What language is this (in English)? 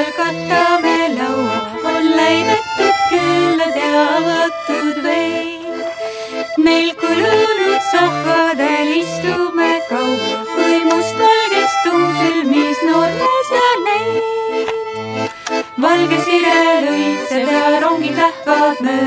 Estonian